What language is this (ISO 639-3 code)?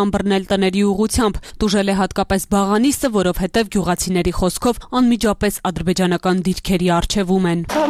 hye